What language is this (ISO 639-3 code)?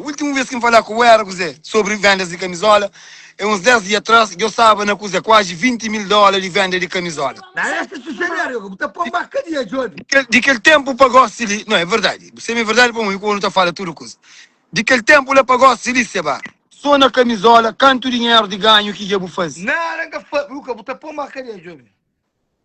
kea